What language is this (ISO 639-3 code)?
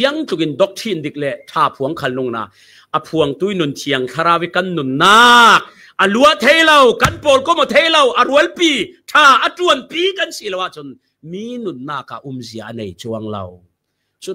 cfm